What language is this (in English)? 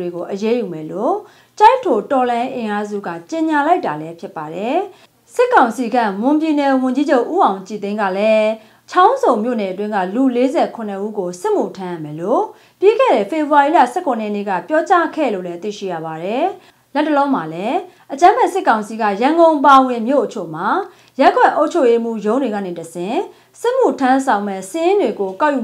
Burmese